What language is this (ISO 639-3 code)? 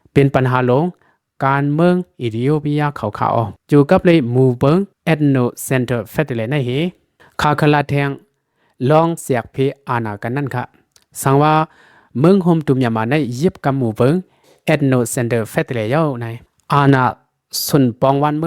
shn